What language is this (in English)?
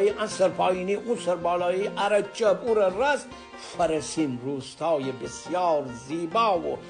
Gilaki